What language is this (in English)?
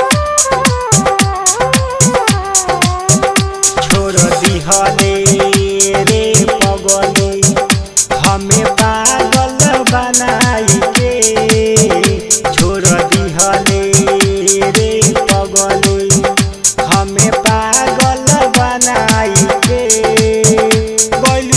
Bhojpuri